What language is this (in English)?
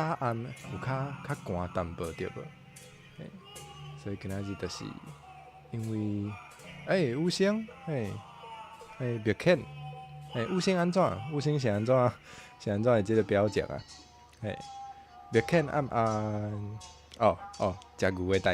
Min Nan Chinese